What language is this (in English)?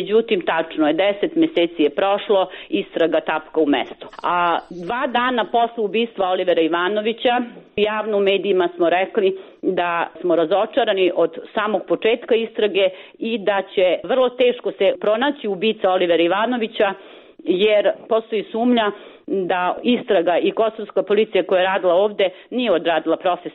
Serbian